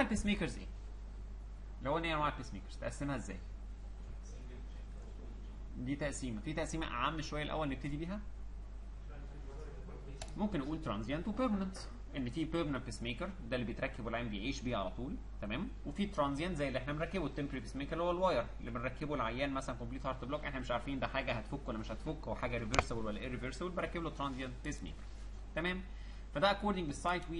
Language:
Egyptian Arabic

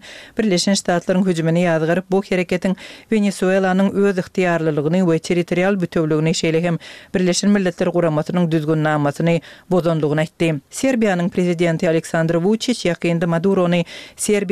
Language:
Turkmen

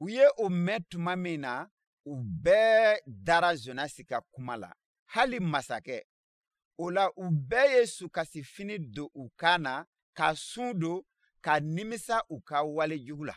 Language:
Bambara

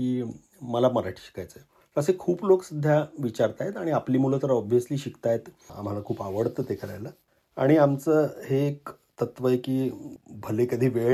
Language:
Marathi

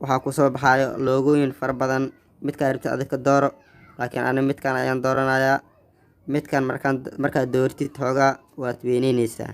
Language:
Somali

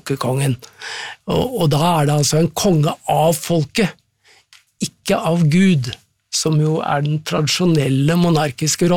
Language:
Norwegian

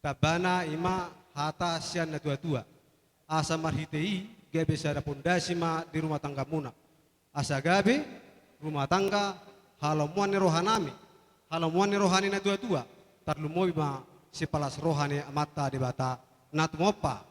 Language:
Batak Toba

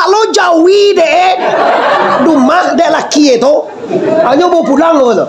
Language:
Minangkabau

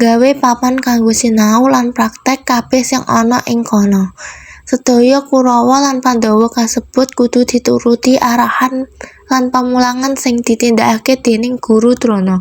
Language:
Javanese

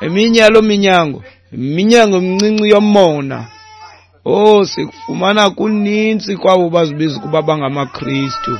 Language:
Xhosa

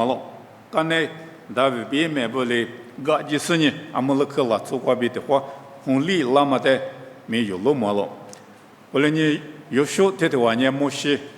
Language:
Lisu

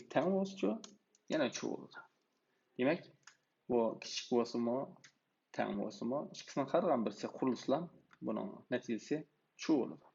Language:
Uyghur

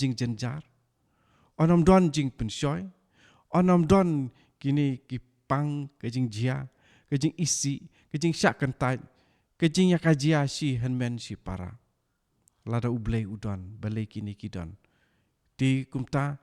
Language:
Khasi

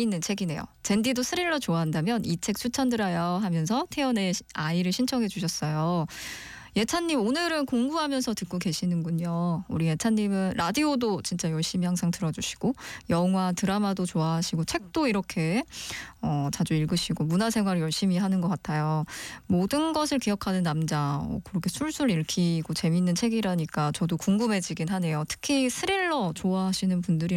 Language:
Korean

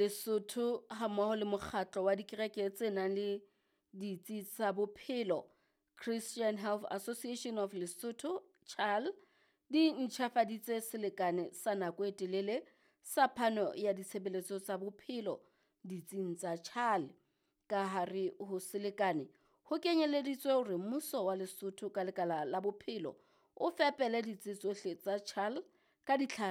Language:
Southern Sotho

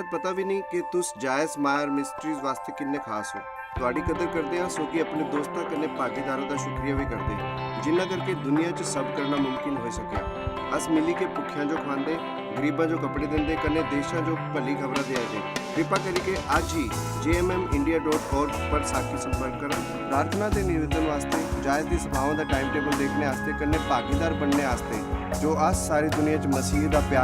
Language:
Dogri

